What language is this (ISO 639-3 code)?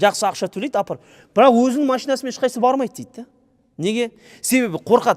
kaz